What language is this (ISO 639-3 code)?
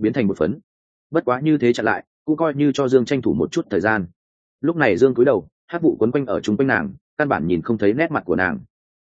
vie